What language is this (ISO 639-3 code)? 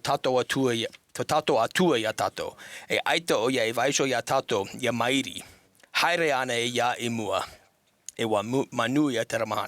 tah